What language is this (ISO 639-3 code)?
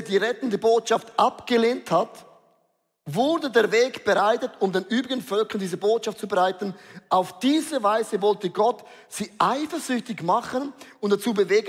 gsw